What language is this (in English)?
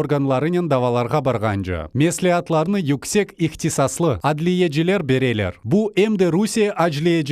Crimean Tatar